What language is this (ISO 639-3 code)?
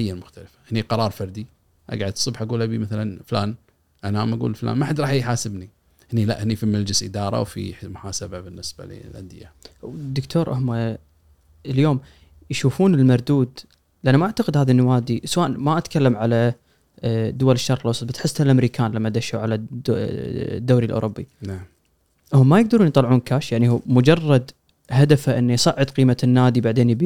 afb